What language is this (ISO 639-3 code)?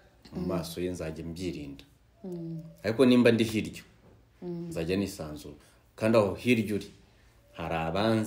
kin